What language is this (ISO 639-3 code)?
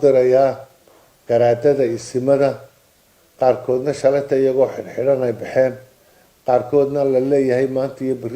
som